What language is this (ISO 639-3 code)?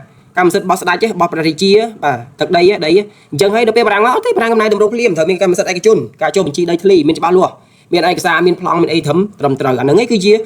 khm